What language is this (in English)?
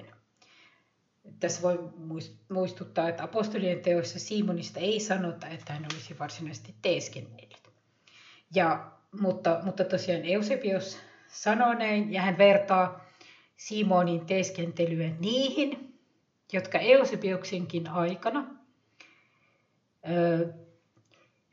Finnish